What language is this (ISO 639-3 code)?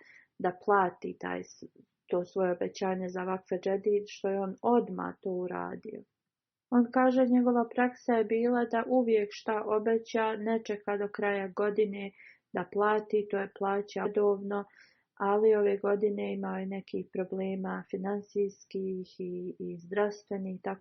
bos